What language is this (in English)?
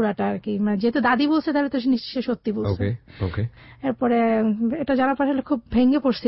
Bangla